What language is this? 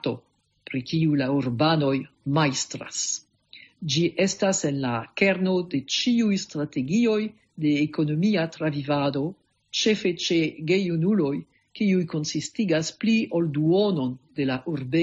Esperanto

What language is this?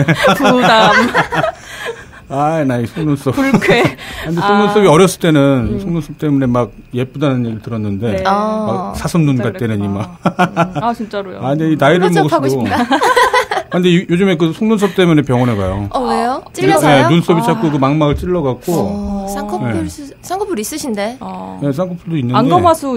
Korean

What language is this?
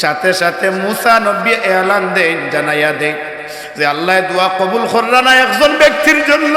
Sylheti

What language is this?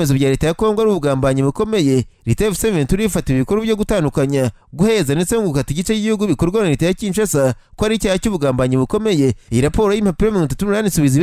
Kinyarwanda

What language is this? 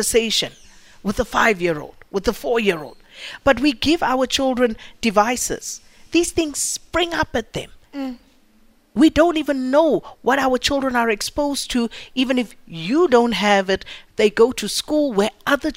English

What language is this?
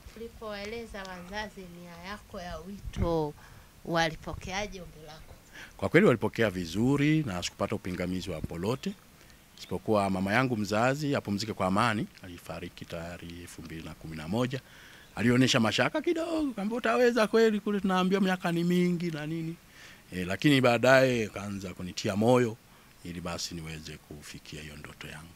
Swahili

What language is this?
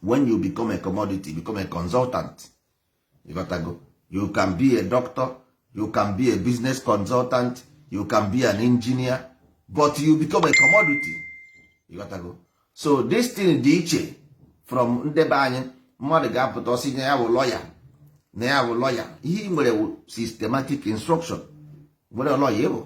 Igbo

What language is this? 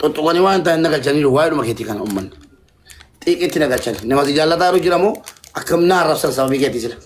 Oromo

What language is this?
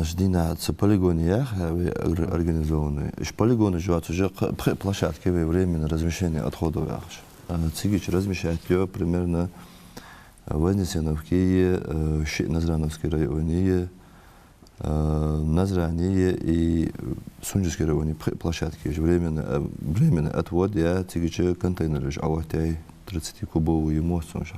Ingush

